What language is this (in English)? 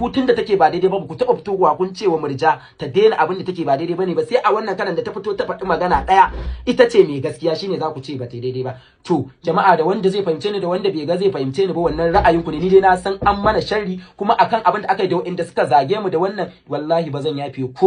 Hausa